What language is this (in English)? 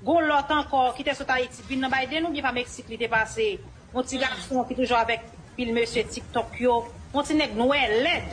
Haitian Creole